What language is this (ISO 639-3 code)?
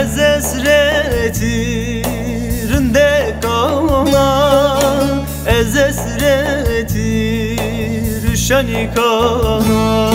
zza